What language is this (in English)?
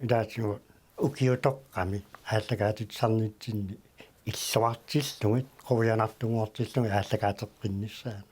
Kalaallisut